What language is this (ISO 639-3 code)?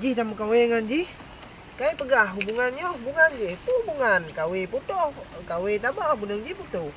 ace